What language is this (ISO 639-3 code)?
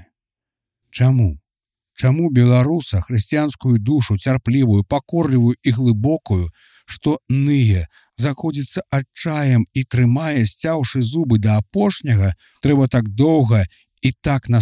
bel